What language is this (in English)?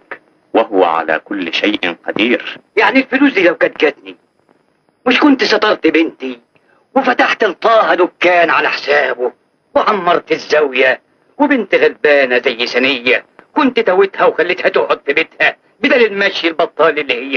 Egyptian Arabic